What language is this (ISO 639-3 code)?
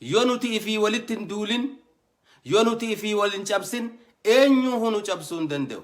orm